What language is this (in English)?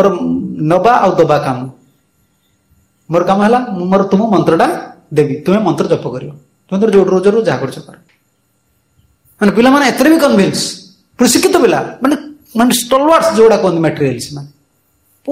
Odia